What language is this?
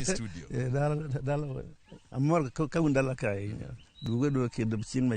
Luo (Kenya and Tanzania)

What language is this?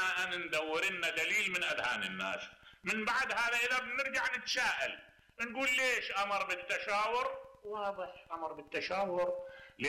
Mesopotamian Arabic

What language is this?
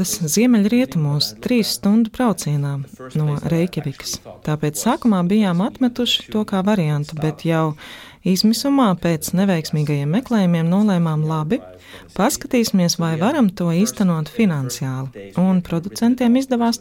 Latvian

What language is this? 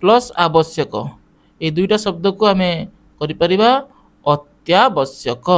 Odia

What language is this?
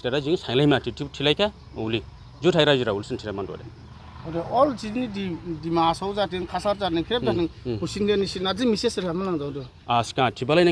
Dimasa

